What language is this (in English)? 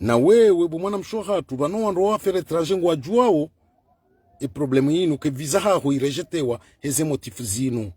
Ngazidja Comorian